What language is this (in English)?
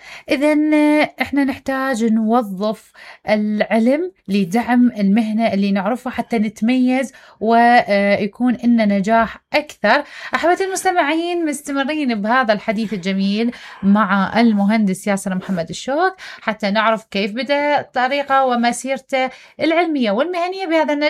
Mesopotamian Arabic